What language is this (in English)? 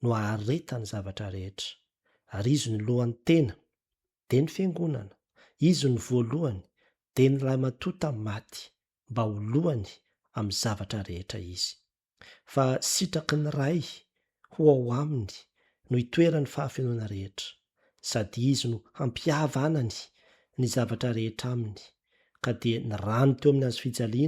Malagasy